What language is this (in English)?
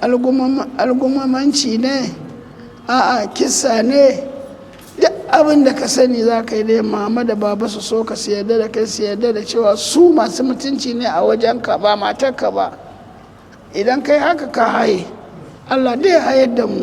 Hausa